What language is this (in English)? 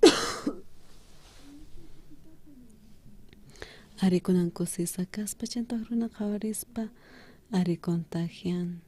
South Bolivian Quechua